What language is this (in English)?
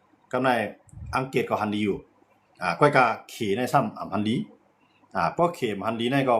Shan